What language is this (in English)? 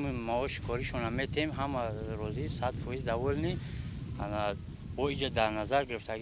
Tajik